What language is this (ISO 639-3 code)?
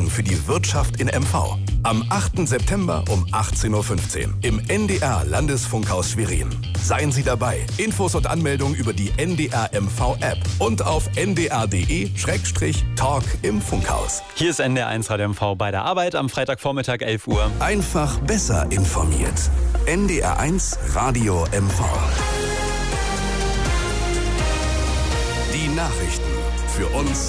deu